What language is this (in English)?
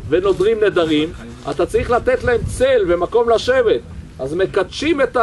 Hebrew